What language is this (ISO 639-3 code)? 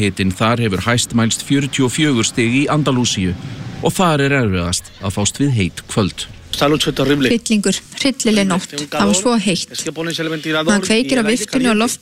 isl